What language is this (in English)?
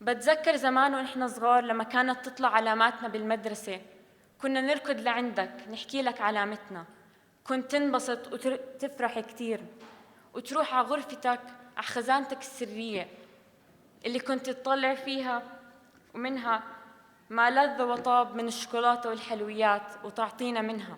North Levantine Arabic